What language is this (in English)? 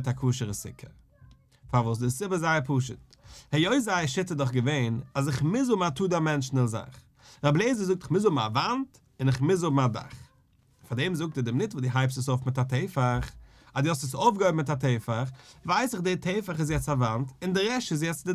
Yiddish